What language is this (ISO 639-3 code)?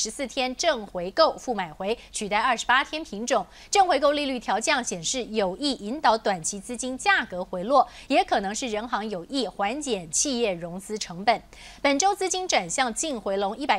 zho